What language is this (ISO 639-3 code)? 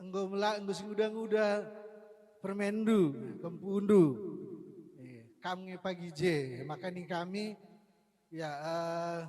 btx